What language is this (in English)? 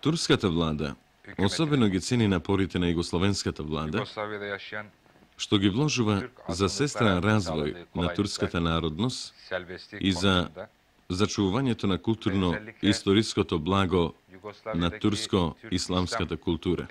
Macedonian